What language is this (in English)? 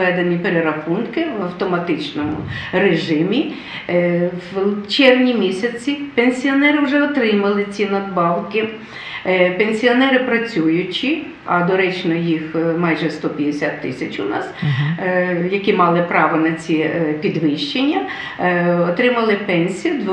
Ukrainian